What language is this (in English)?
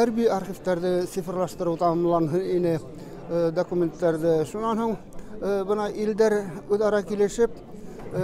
Bashkir